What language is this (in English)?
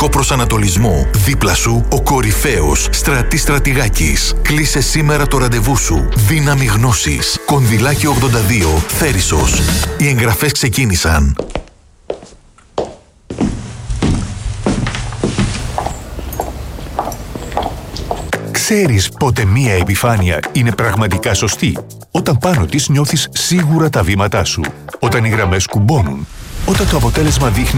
Greek